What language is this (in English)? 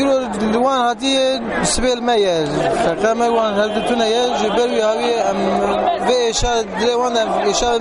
Kurdish